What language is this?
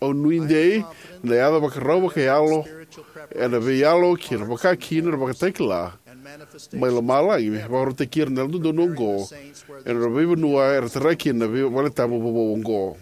Fijian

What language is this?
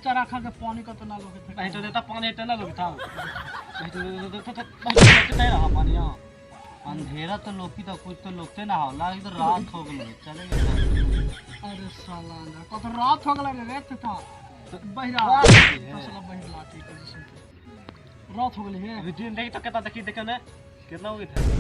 Magahi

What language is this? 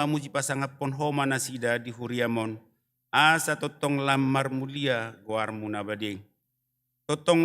Batak Toba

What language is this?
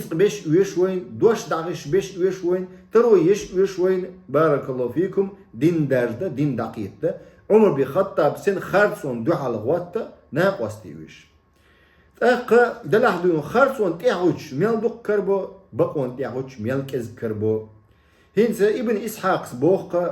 Chechen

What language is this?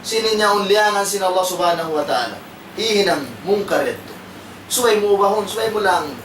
Tausug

